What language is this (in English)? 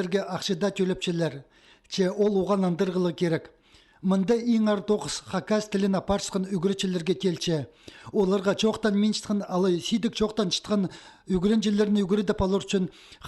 Khakas